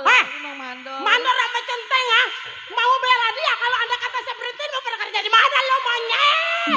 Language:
Betawi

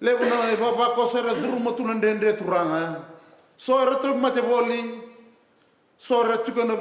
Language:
Fijian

